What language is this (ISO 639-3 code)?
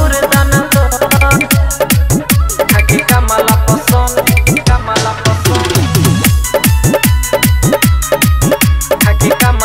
bho